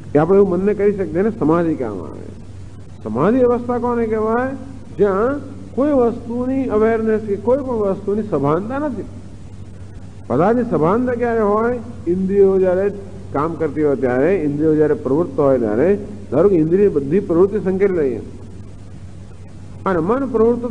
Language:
Gujarati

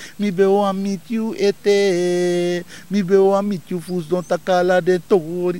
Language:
Sranan Tongo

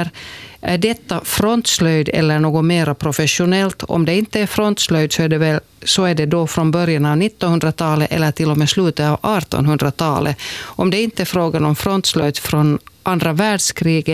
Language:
Swedish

